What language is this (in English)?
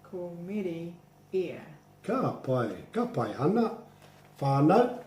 Māori